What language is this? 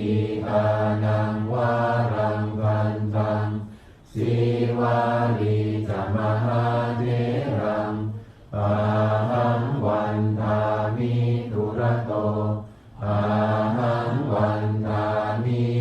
Pali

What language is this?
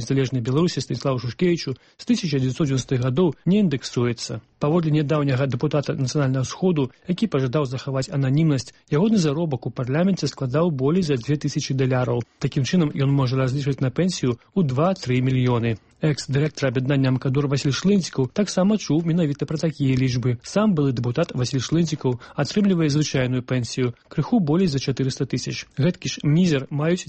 Belarusian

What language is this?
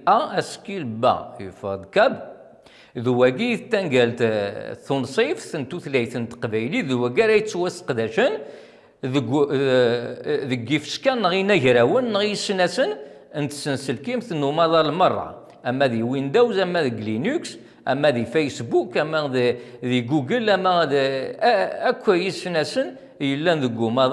Kabyle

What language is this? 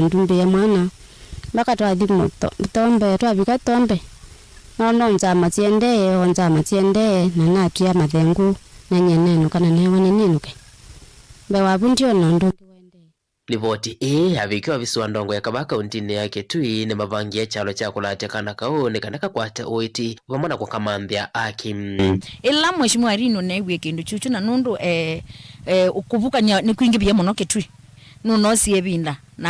Kamba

